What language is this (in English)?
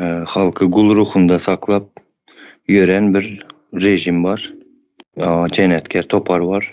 Turkmen